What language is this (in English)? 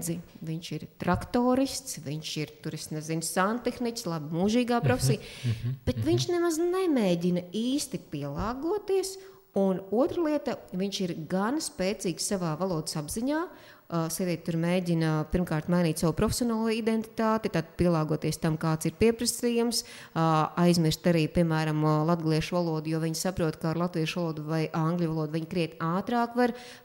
Latvian